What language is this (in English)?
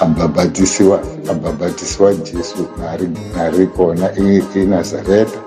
Tsonga